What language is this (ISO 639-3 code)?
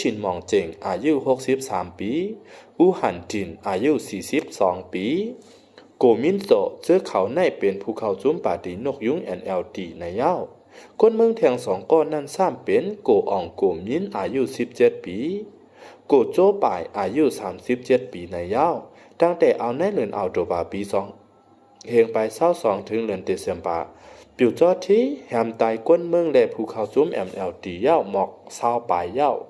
shn